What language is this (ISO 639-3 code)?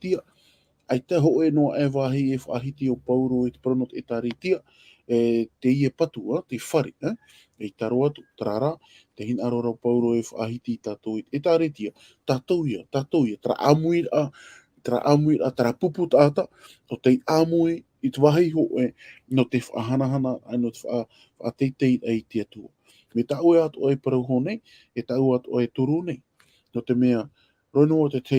tah